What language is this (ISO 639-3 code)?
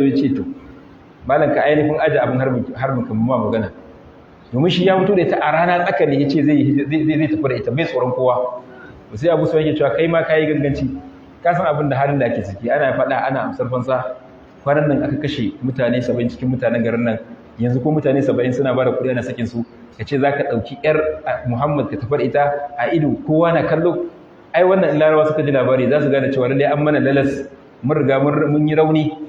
hau